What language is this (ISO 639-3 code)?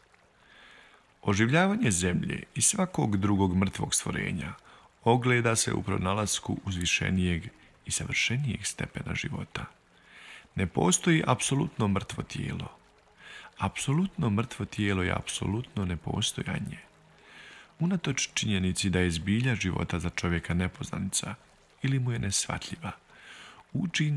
bos